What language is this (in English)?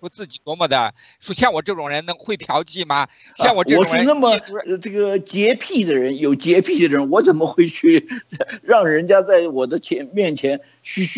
Chinese